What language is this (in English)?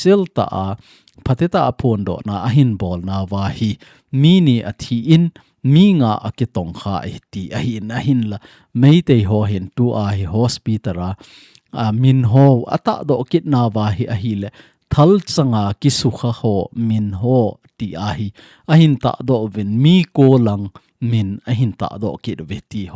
Thado Chin